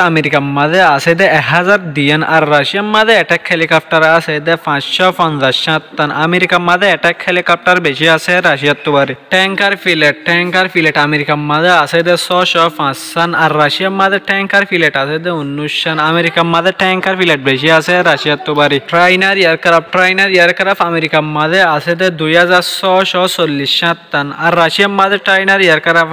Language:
Rohingya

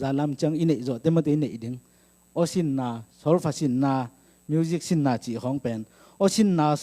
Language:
Tedim Chin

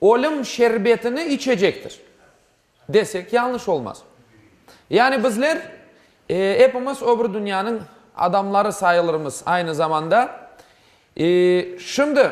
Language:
Crimean Tatar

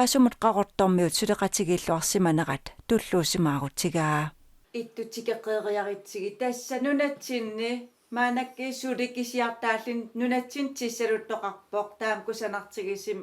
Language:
Kalaallisut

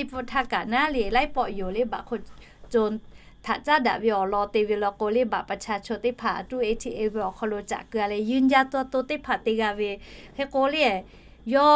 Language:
Lahu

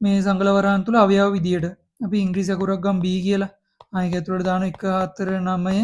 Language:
Sinhala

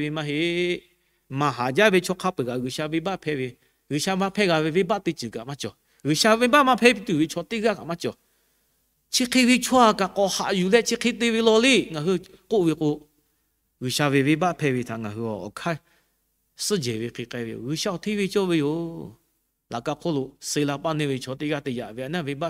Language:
Lahu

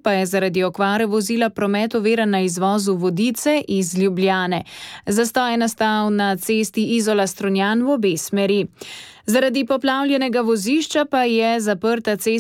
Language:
Slovenian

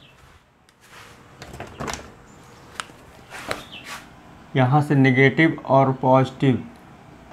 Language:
Hindi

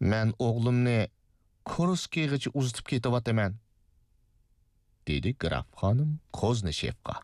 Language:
Uyghur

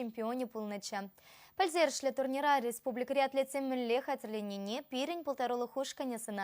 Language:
Chuvash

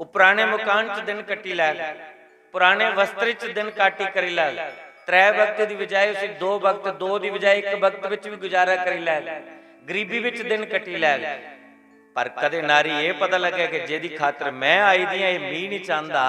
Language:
Dogri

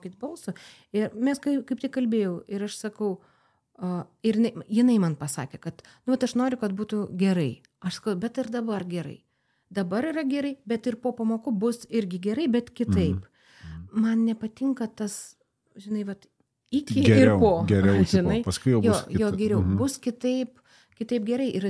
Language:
Lithuanian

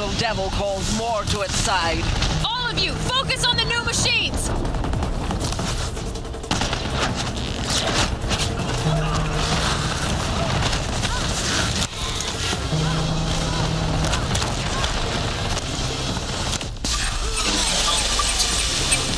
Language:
English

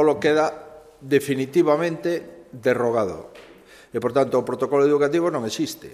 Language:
Galician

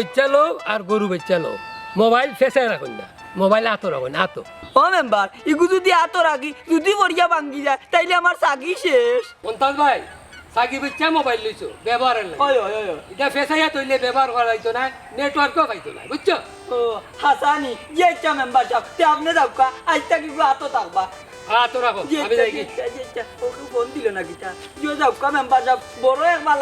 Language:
Sylheti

